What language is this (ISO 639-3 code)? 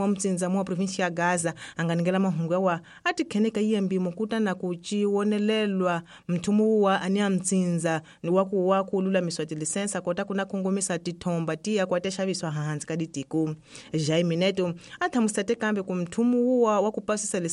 tso